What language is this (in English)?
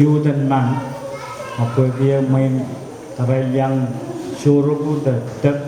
Pohnpeian